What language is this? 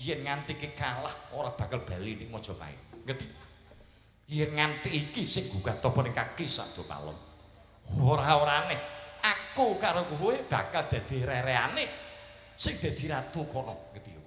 Javanese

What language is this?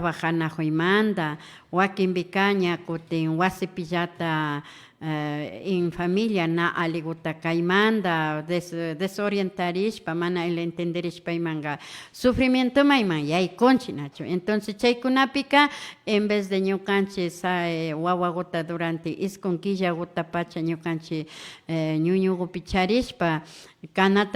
Imbabura Highland Quichua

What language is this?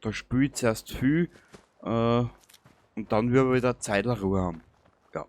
Bavarian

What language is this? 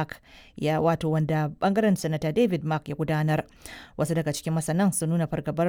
Hausa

